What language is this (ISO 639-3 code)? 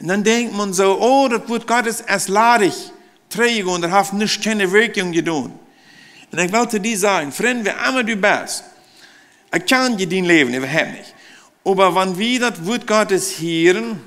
pdt